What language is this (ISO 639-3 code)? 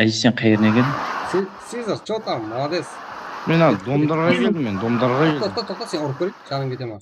kaa